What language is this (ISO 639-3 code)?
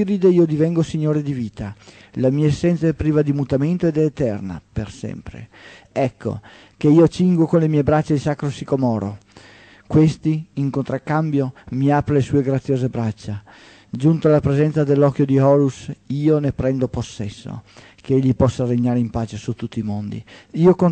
ita